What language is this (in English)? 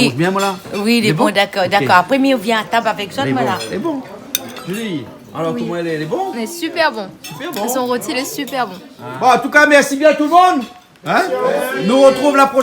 Réunion Creole French